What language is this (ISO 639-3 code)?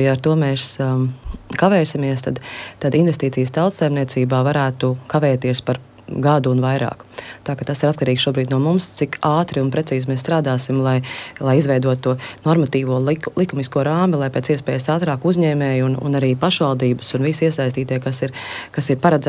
lav